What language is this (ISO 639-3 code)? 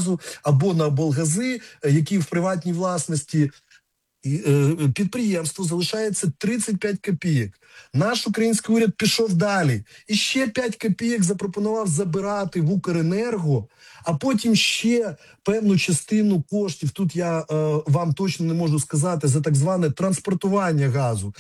ukr